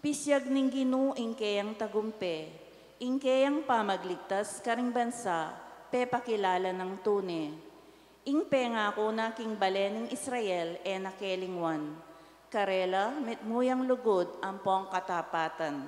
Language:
Pampanga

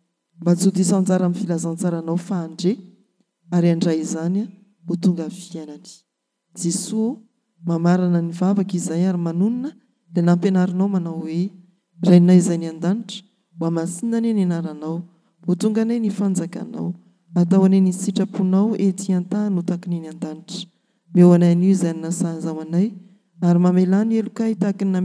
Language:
Malagasy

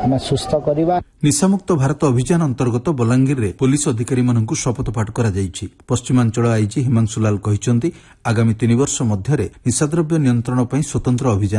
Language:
Odia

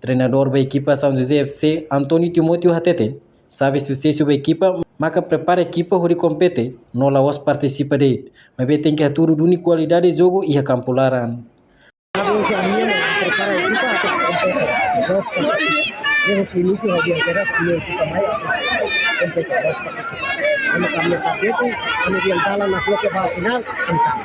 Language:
Tetum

